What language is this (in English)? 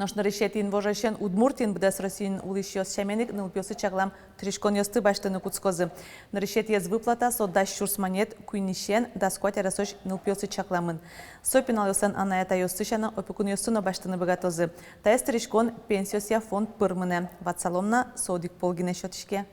Udmurt